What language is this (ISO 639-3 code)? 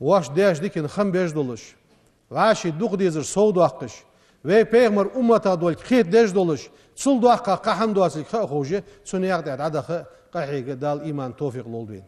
inh